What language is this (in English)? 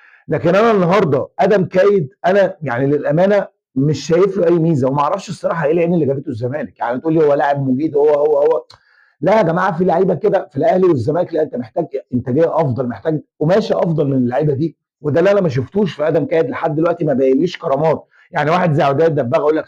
Egyptian Arabic